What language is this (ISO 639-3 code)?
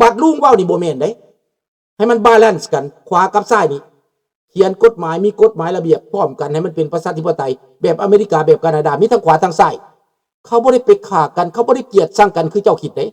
lao